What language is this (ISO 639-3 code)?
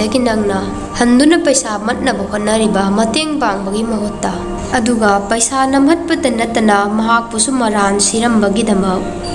mni